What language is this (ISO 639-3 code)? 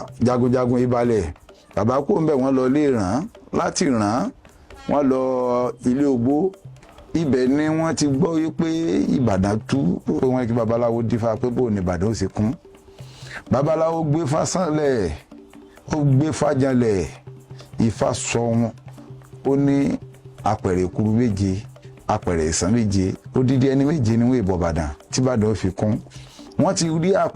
yor